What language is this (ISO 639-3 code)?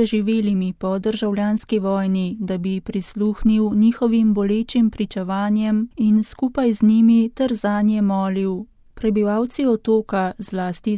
slv